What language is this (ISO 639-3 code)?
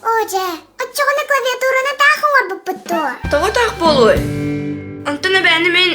sah